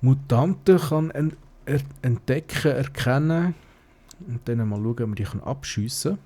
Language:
Swiss German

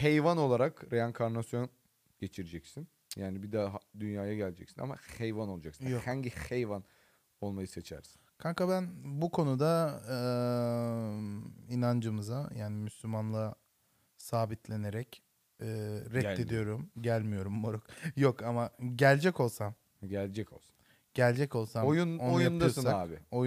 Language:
Turkish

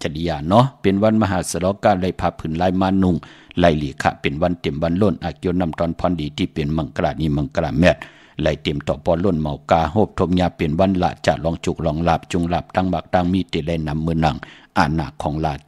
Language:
Shan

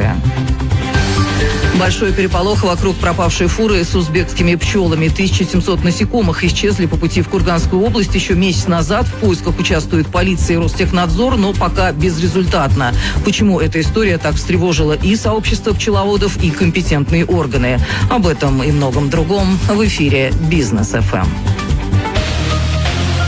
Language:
Russian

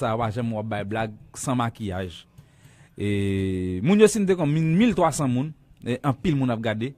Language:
Haitian Creole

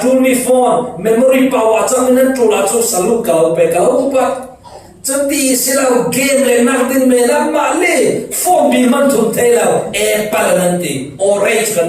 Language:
Falam Chin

